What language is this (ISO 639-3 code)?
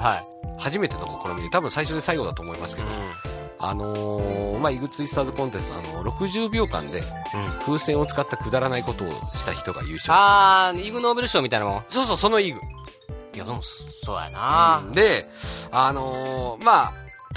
jpn